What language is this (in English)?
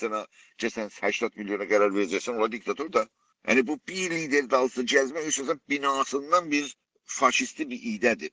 South Azerbaijani